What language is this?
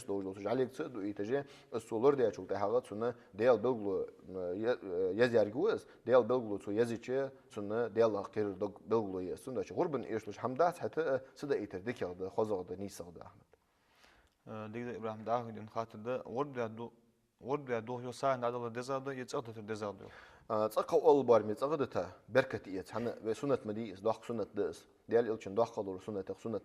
Ingush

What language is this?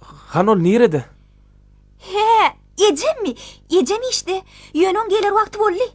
Turkmen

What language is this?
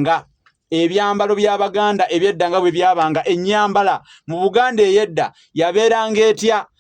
Ganda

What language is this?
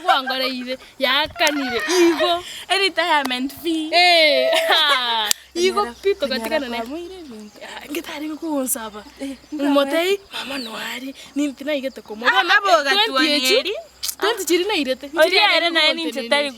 Gusii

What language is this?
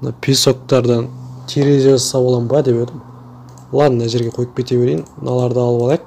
Kazakh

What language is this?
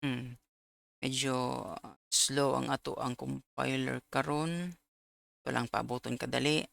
Cebuano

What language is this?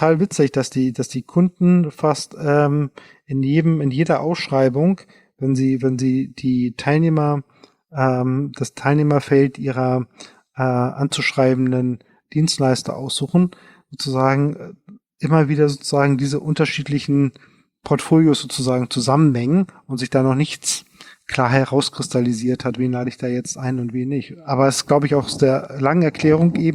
German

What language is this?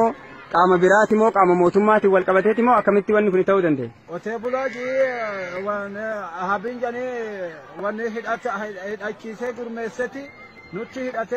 Oromo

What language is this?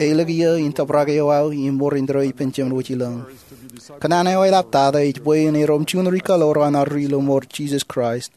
Marshallese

